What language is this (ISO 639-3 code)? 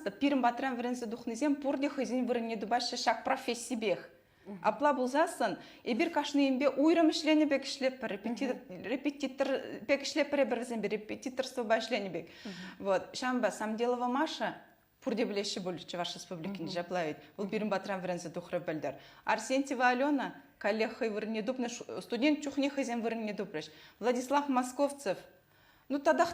chv